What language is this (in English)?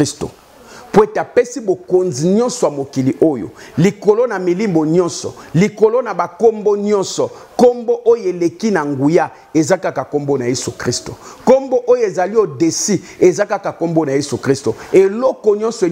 Lingala